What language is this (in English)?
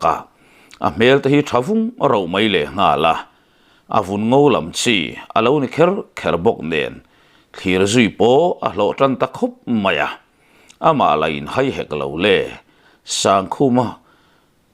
Mizo